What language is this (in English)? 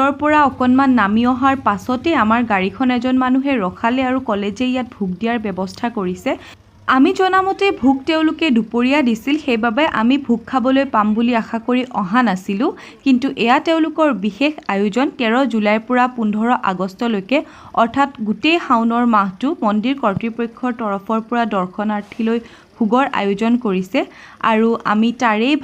Assamese